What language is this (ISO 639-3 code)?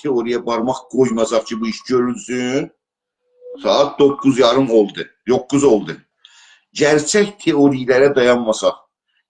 azb